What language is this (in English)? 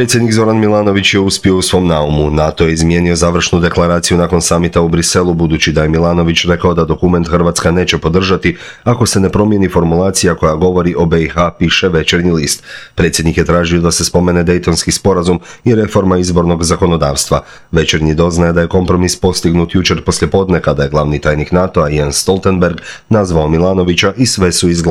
Croatian